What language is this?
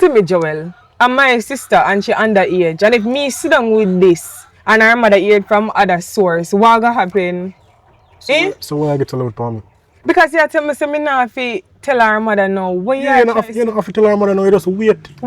Jamaican Creole English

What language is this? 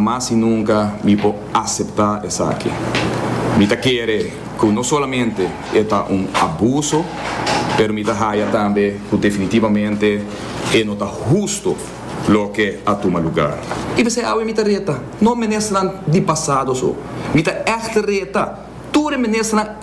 Papiamento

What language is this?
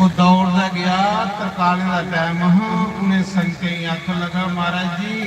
Dogri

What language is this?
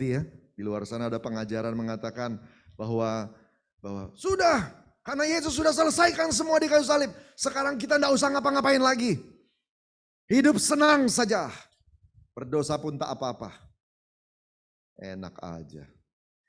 Indonesian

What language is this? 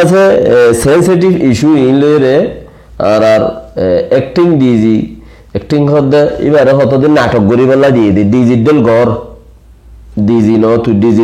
Rohingya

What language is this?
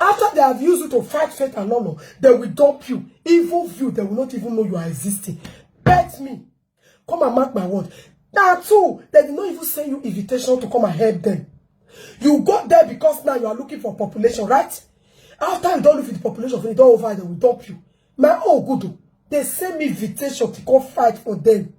Nigerian Pidgin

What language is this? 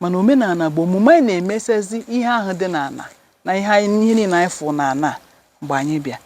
Igbo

